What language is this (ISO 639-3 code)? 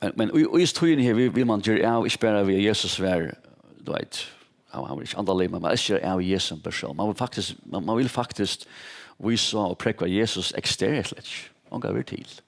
fao